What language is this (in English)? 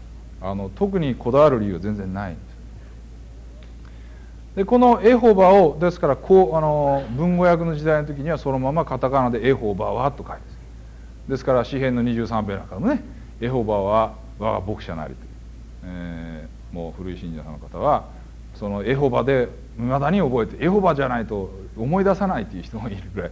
Japanese